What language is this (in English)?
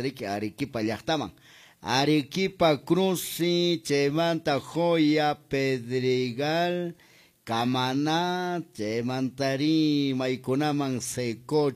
Quechua